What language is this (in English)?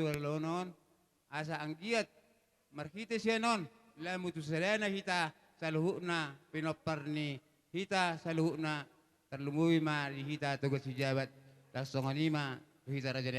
Batak Toba